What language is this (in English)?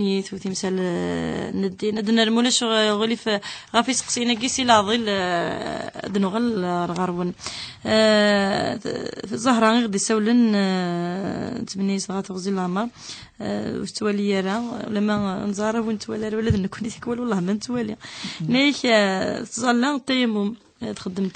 Kabyle